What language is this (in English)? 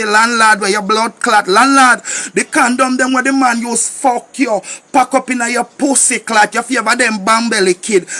Jamaican Creole English